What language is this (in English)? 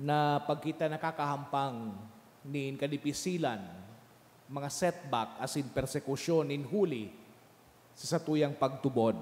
Bikol